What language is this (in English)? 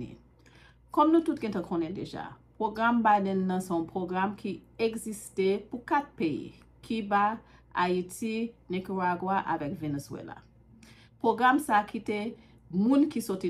Haitian Creole